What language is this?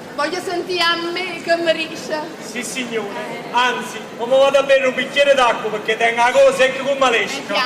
Neapolitan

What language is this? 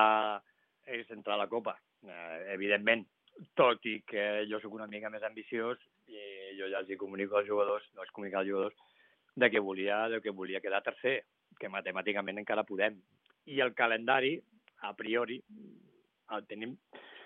Catalan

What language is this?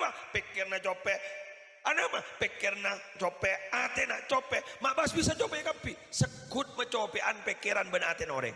Madurese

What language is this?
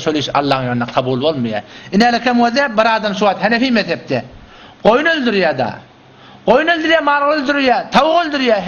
Turkmen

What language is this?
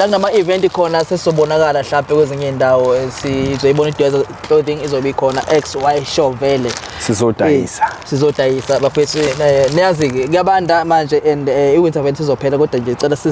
Zulu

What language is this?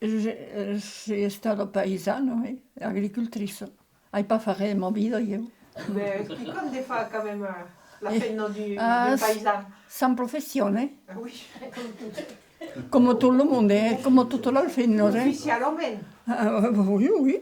Occitan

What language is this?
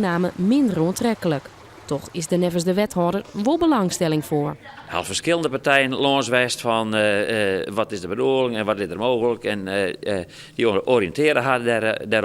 Western Frisian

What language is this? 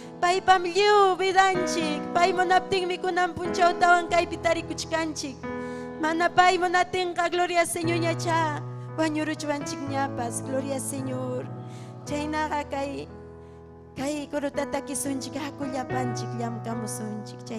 Ayacucho Quechua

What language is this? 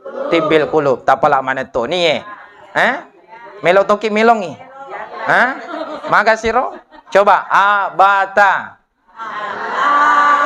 Buginese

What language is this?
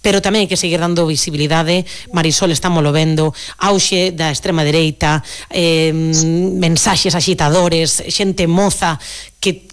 Galician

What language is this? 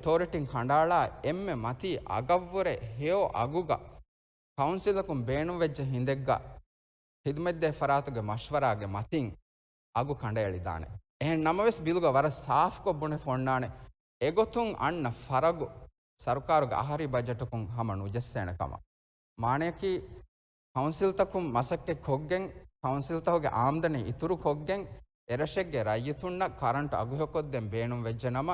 Divehi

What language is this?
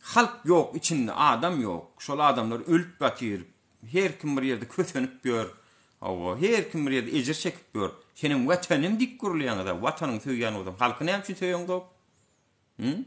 Turkmen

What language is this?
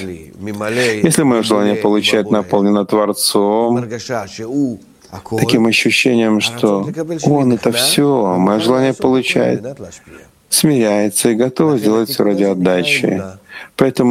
Russian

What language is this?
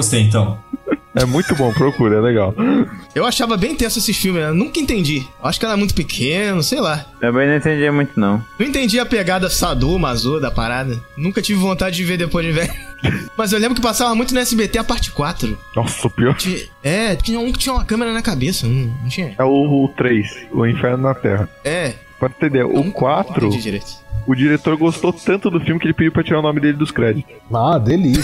Portuguese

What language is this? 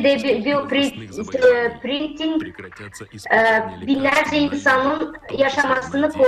Gagauz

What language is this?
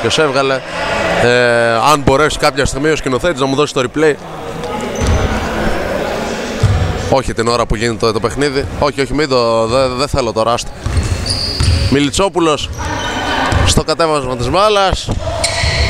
Greek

